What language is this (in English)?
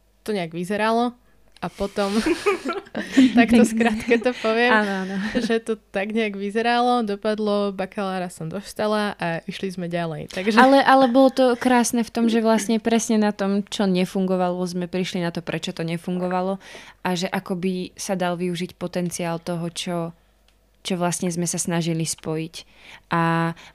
Slovak